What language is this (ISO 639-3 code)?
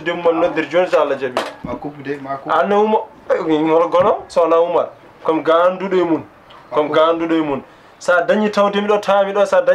ful